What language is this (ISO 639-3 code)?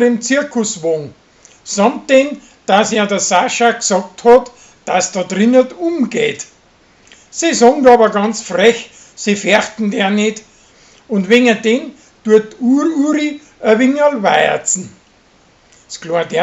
bar